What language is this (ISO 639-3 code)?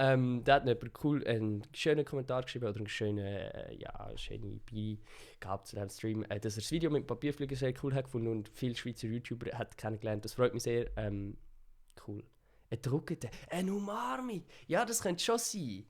gsw